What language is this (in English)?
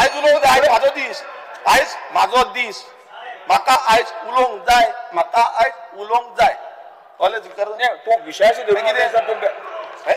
Konkani